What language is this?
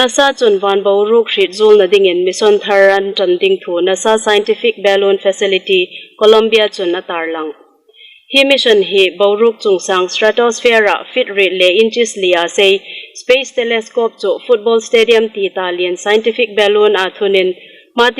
Hmar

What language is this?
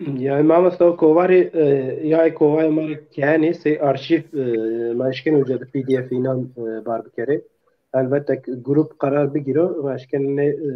Zaza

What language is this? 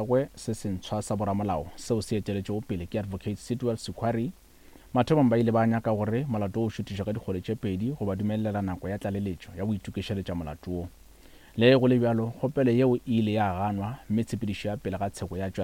Northern Sotho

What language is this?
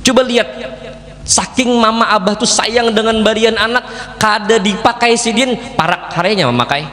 Banjar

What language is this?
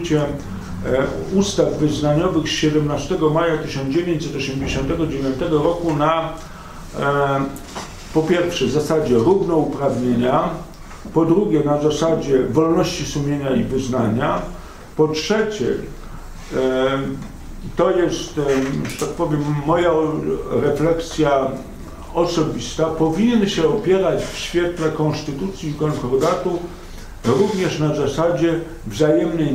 Polish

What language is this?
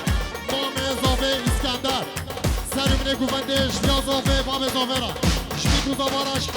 Kurdish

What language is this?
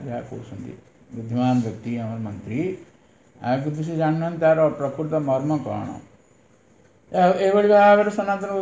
Odia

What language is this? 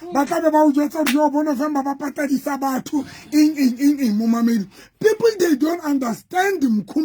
Southern Sotho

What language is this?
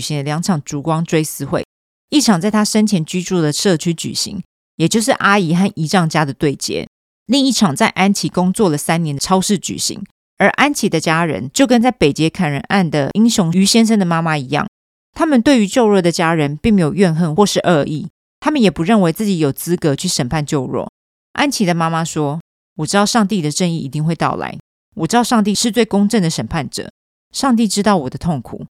Chinese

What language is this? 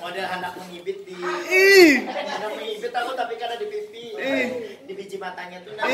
Banjar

